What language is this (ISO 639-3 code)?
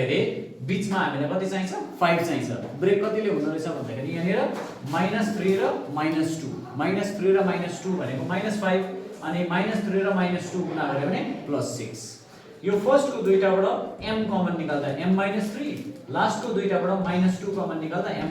nep